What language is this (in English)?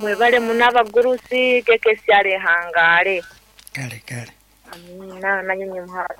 Nyankole